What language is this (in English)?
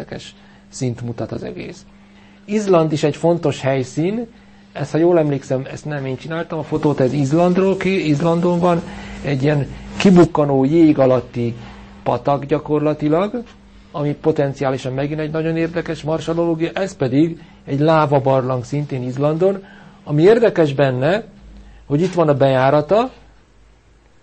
Hungarian